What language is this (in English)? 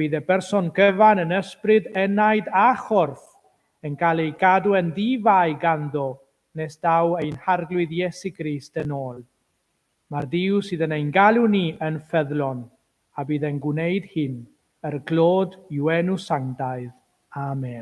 Welsh